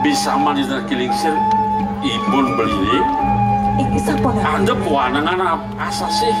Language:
Balinese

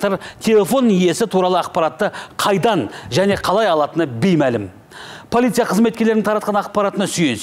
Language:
Kazakh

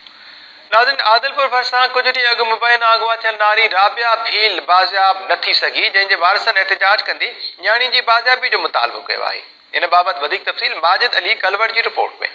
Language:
Sindhi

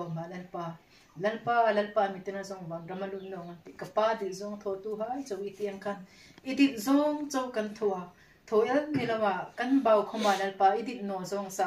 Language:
Hmar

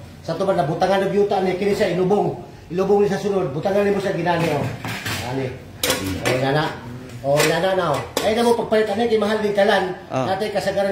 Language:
Cebuano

